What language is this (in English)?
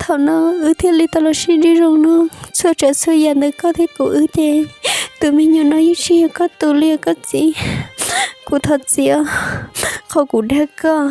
Hmong